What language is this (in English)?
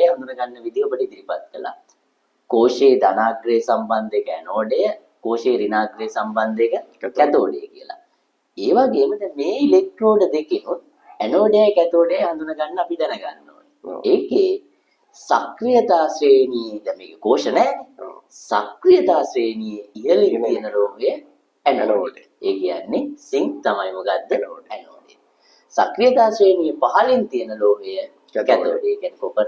Sinhala